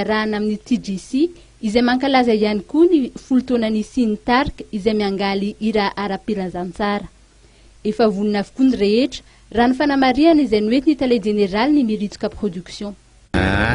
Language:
Malagasy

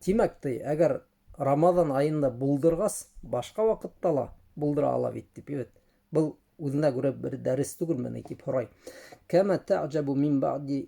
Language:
Bashkir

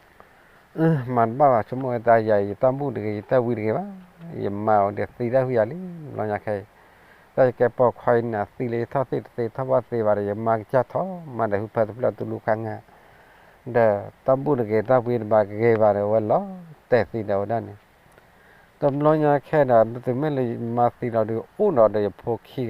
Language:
S'gaw Karen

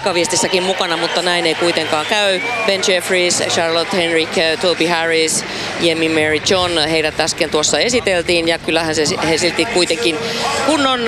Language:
Finnish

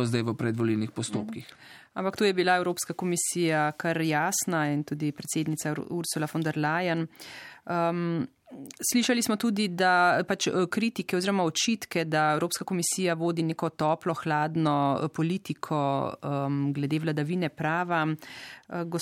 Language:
Slovenian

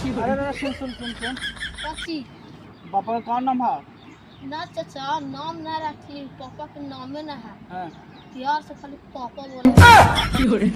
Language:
Magahi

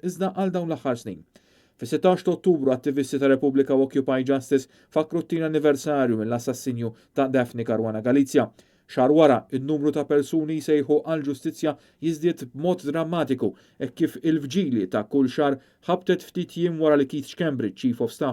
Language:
Maltese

